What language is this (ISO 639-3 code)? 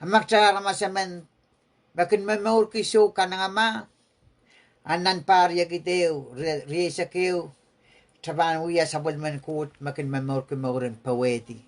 pon